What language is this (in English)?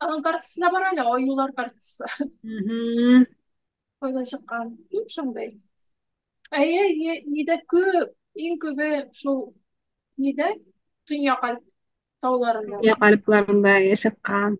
Tatar